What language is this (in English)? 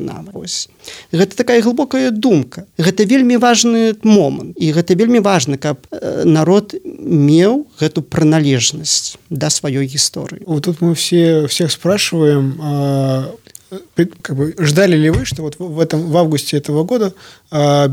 Belarusian